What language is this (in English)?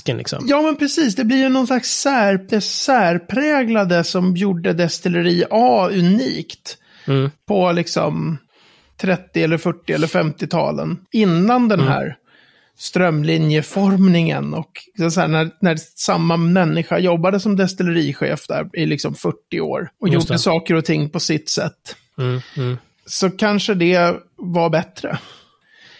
Swedish